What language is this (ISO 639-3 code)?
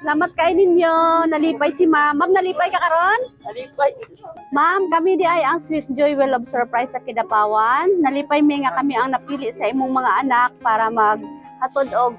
ceb